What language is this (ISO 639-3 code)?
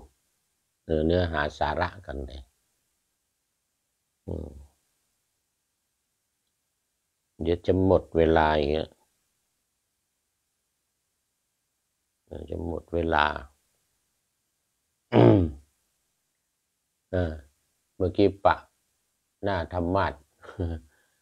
tha